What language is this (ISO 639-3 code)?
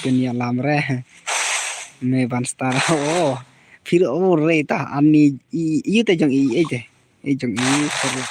kha